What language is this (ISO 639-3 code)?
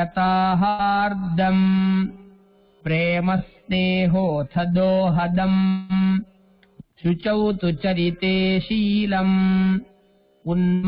san